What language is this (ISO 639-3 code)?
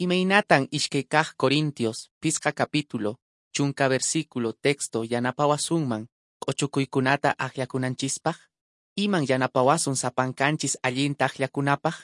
que